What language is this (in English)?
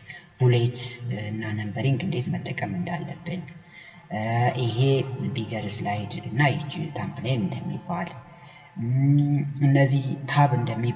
Amharic